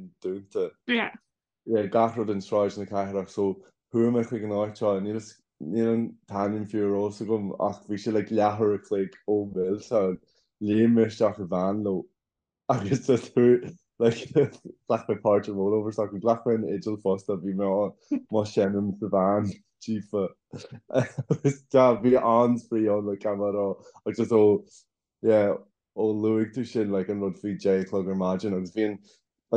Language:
Irish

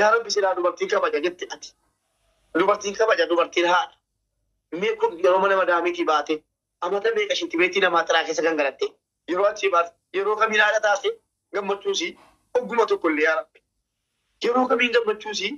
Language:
Oromo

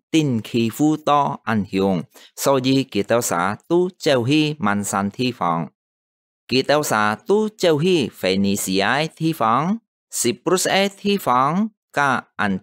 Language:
Hakka Chinese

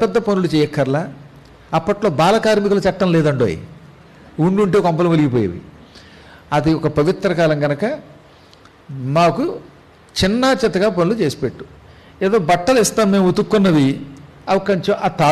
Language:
Telugu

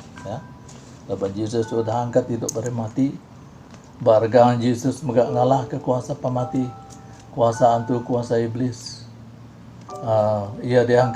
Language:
Iban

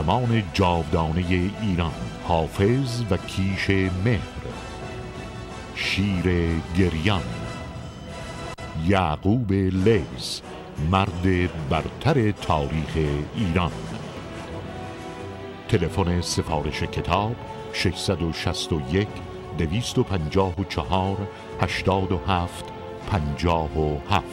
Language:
Persian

